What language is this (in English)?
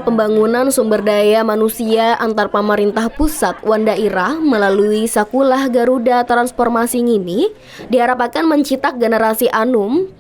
Banjar